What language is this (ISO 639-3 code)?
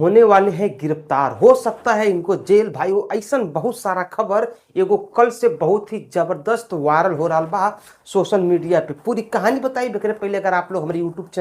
bho